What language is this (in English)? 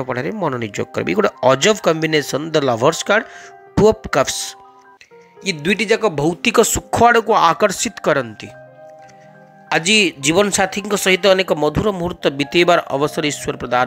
Odia